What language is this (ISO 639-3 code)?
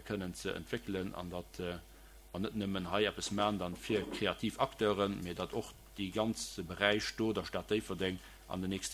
ltz